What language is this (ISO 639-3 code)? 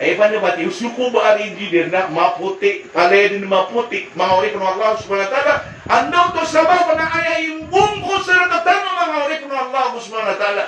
mrw